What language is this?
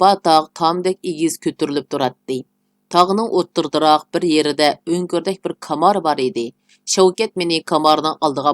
Uyghur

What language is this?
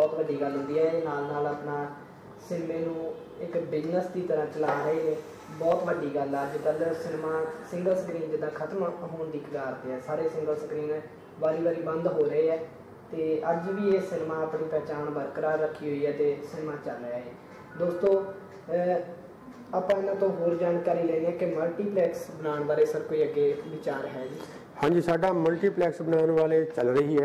Punjabi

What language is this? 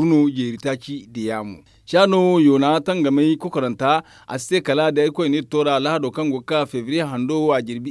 Zarma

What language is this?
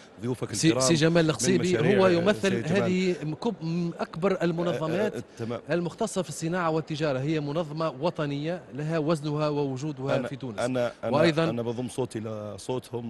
Tunisian Arabic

